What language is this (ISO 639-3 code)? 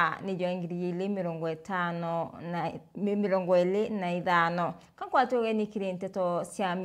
mer